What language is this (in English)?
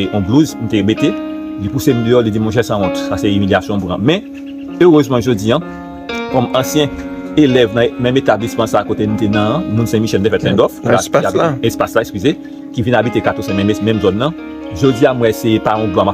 Haitian Creole